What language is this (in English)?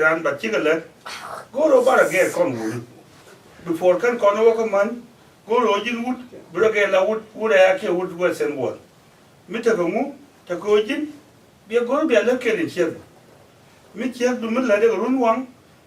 Nuer